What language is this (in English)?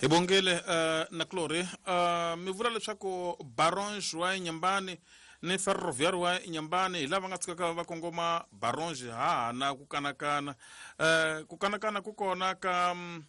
Tsonga